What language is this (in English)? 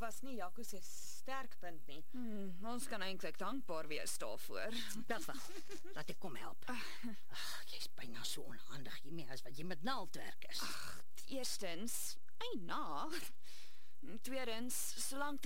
Afrikaans